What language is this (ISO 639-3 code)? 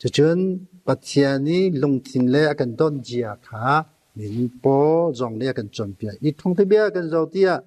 cnh